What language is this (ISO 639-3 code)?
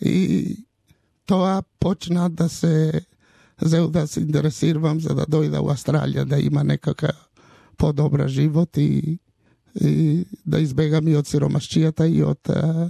mkd